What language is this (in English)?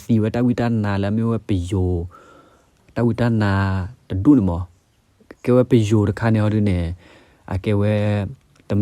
S'gaw Karen